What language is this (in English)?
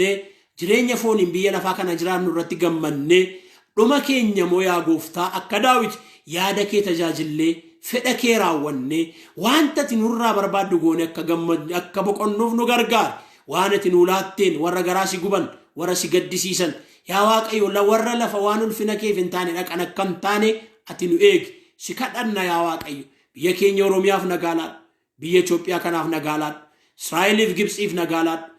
Oromo